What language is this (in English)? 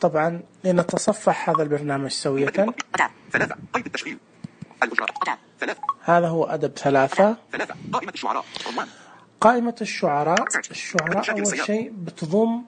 Najdi Arabic